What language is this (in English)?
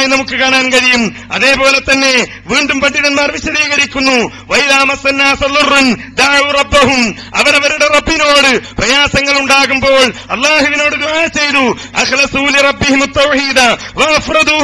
Malayalam